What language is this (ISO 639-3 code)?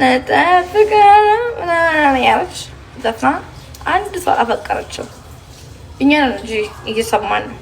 amh